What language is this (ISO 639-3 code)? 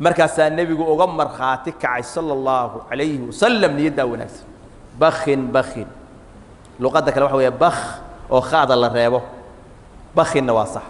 som